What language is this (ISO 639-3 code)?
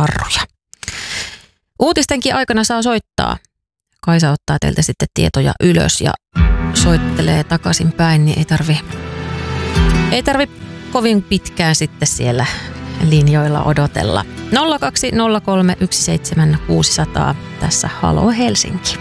fin